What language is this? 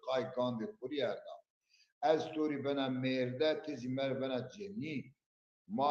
Zaza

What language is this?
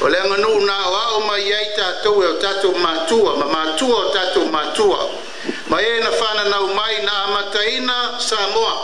Samoan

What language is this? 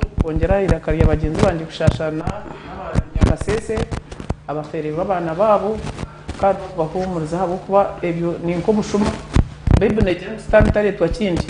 Nyankole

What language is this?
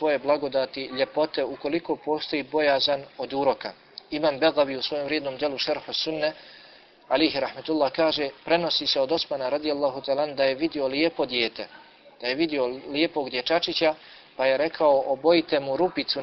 Bosnian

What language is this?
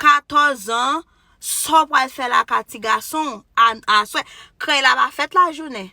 Haitian Creole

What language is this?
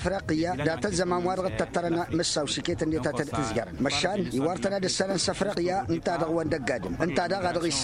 Tamasheq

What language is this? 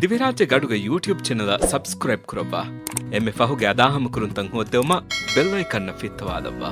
Divehi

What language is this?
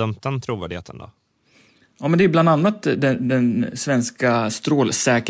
Swedish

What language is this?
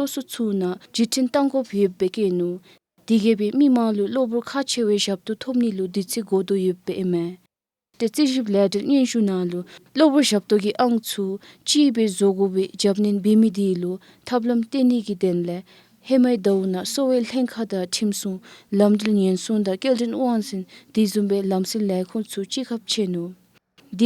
Dzongkha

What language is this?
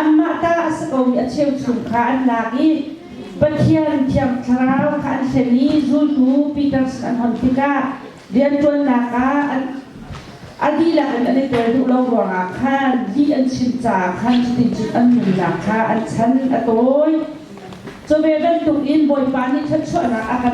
Hakha Chin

